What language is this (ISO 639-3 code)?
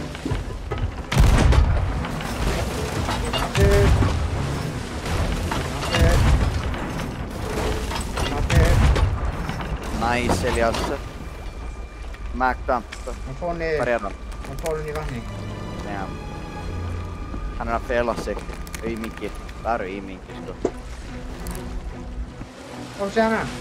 isl